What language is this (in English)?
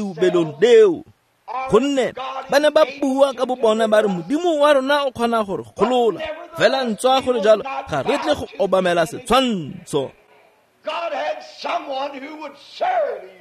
Tswana